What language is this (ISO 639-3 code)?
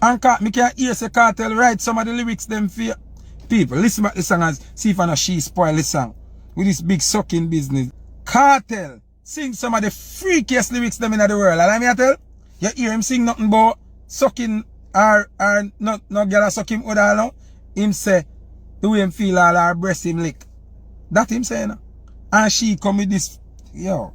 jam